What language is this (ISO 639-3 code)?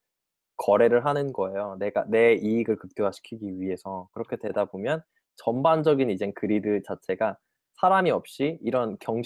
kor